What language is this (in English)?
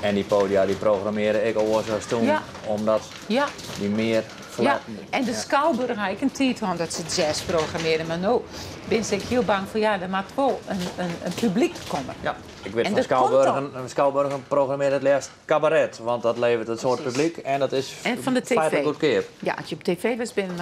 Western Frisian